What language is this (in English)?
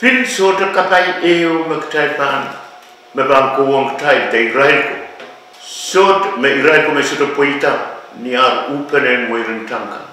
Pohnpeian